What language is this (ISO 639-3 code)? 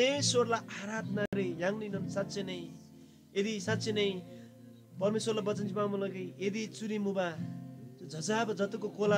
taj